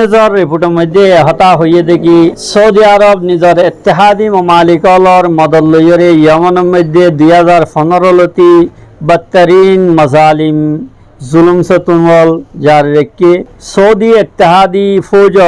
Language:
Rohingya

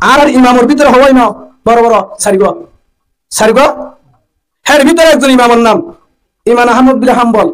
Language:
Rohingya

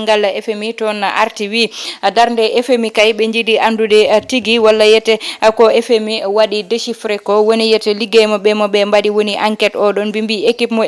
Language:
Fula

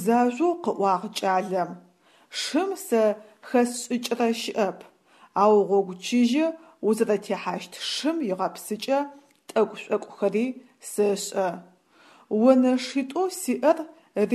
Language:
Adyghe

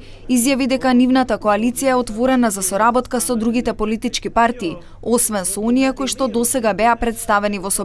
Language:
Macedonian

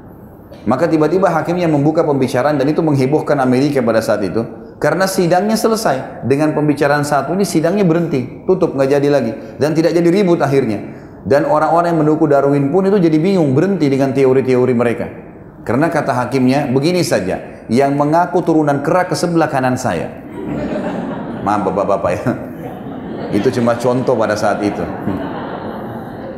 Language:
Indonesian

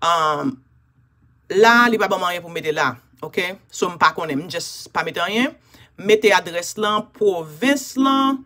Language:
Haitian Creole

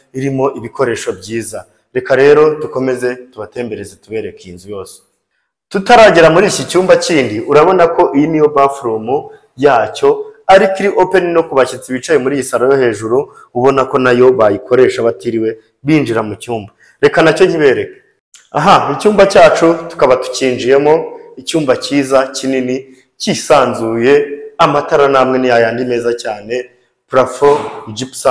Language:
Kinyarwanda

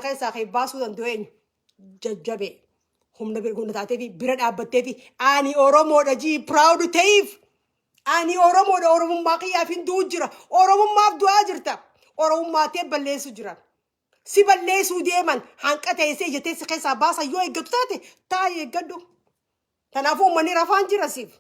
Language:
Oromo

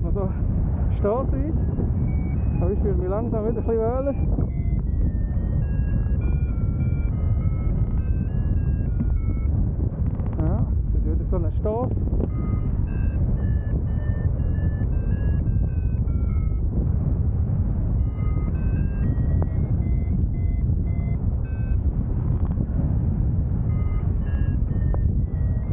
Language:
German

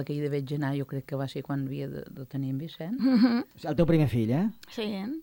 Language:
Catalan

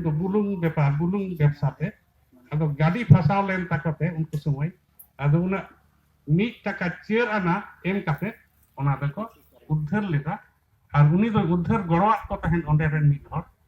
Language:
Santali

